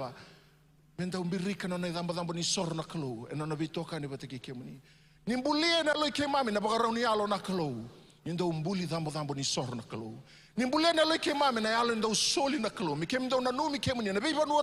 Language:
Fijian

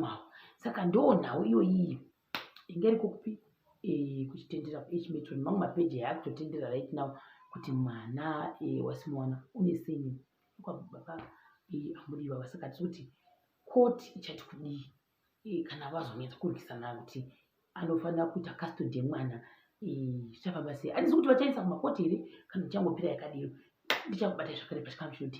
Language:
Shona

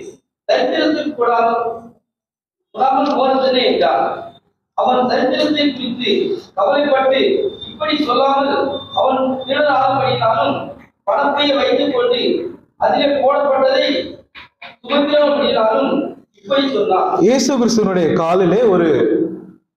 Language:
Tamil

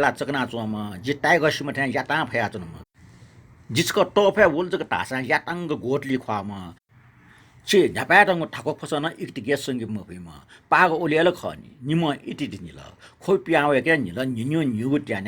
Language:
Newari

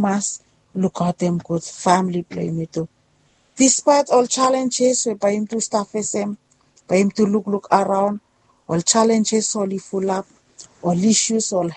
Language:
Bislama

